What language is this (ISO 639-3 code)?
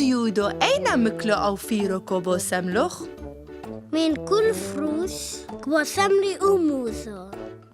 tru